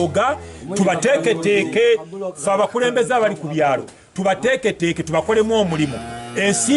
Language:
Ganda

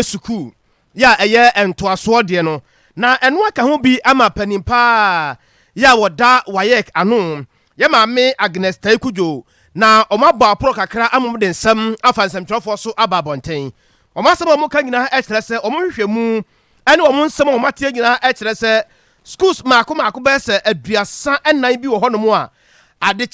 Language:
Akan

